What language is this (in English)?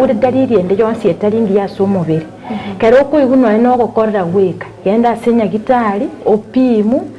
Gusii